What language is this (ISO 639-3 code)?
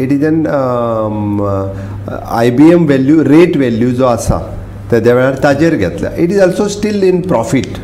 kok